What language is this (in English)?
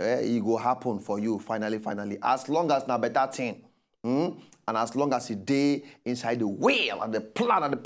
Nigerian Pidgin